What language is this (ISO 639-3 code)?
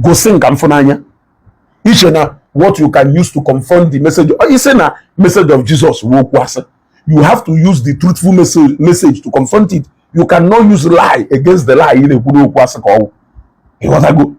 ibo